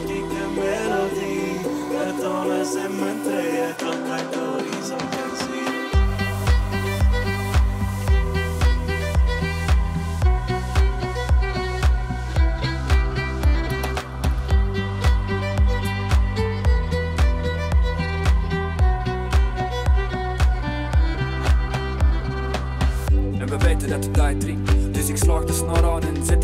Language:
Dutch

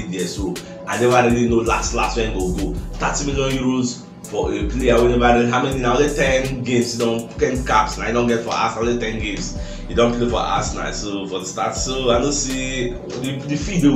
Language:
Nigerian Pidgin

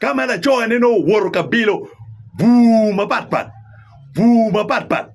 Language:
Acoli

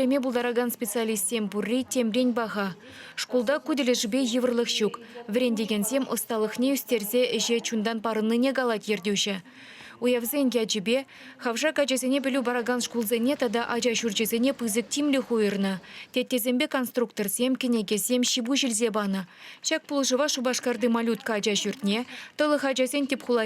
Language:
Chuvash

